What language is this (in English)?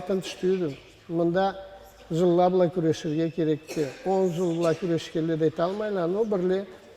Karachay-Balkar